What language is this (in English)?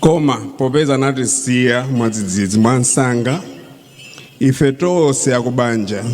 Nyanja